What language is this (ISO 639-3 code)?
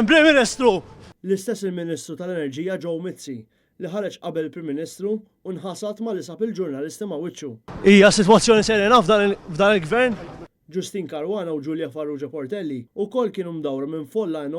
mlt